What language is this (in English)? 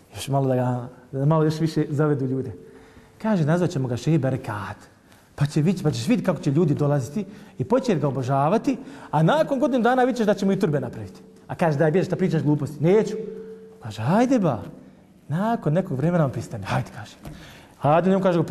Bosnian